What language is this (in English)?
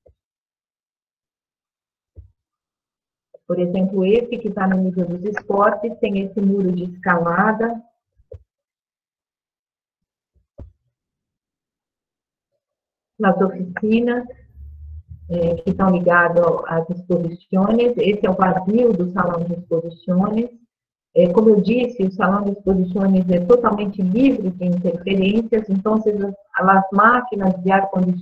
Portuguese